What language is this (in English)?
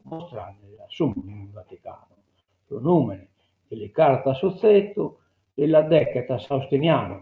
Sardinian